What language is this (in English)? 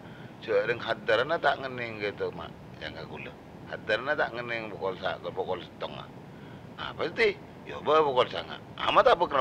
Madurese